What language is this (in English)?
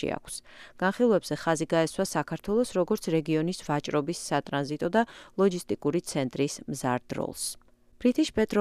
Georgian